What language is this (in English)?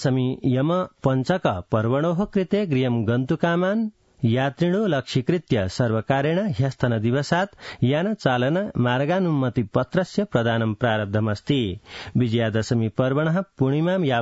Sanskrit